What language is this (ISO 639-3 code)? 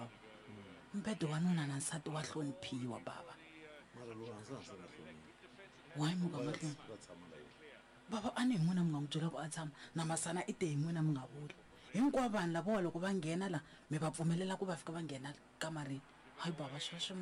tso